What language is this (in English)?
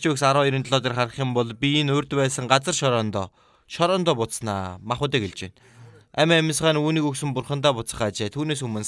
Mongolian